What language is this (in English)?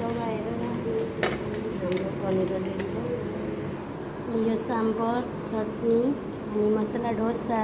Nepali